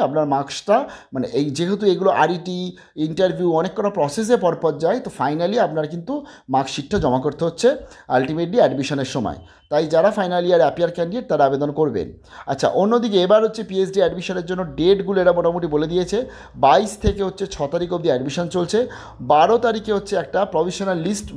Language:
Bangla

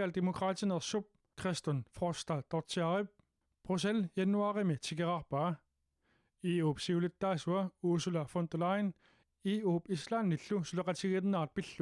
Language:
Kalaallisut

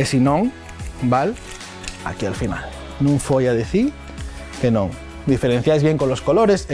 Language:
Asturian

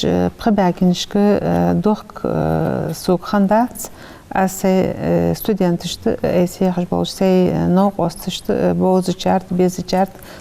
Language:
Ingush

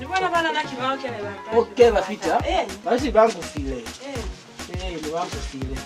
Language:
Lozi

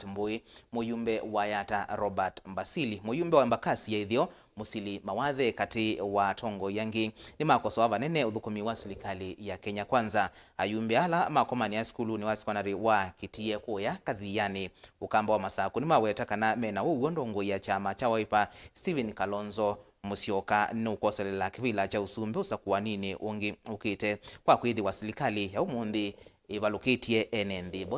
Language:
Kamba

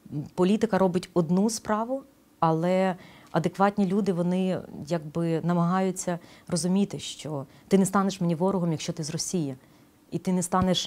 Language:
Ukrainian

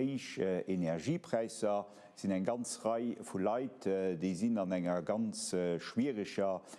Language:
Luxembourgish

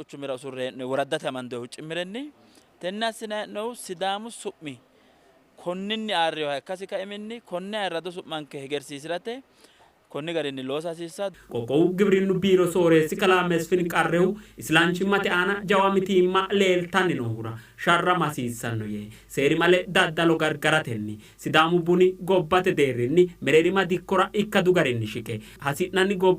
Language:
Sidamo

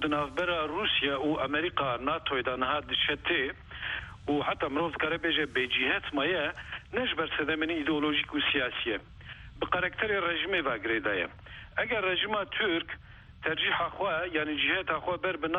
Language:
Kurdish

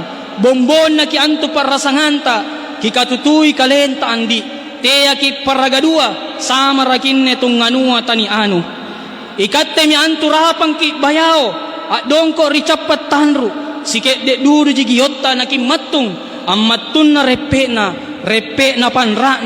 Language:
Makasar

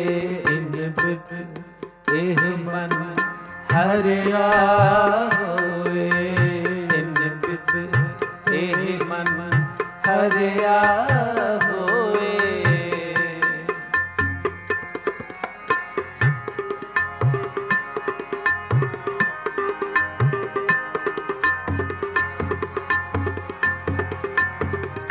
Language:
Punjabi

